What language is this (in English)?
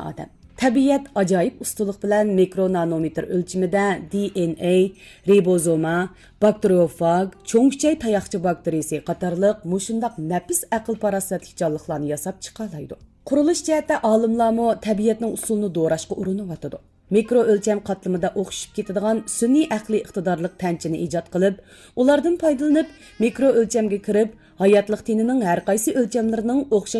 Uyghur